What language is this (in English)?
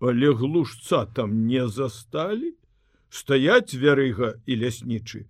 Belarusian